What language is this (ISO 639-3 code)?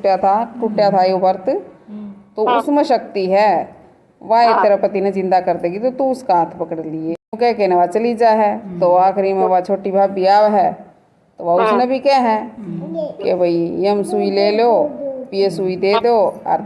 bgc